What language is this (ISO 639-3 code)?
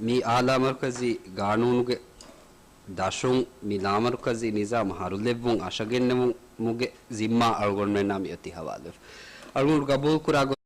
div